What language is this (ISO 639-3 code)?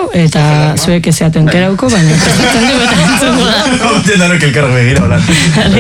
eus